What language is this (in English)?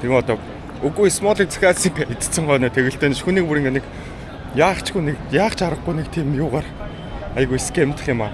Mongolian